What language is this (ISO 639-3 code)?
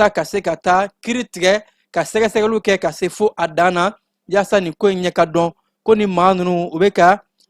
bam